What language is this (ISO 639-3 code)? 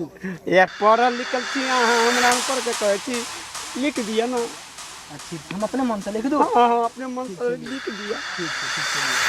mai